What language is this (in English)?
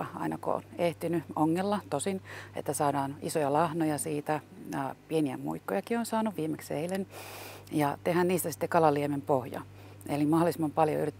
Finnish